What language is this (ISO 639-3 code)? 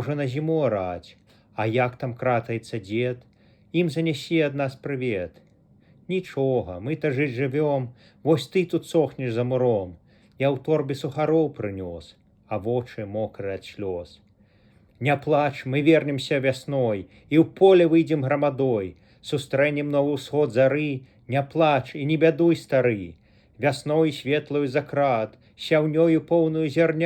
bel